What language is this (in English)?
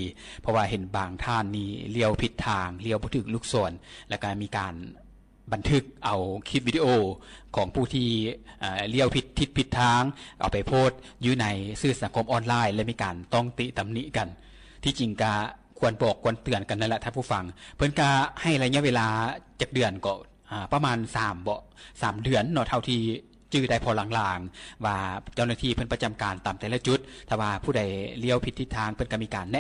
Lao